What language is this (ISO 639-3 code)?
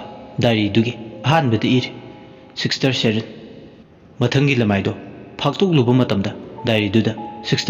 mni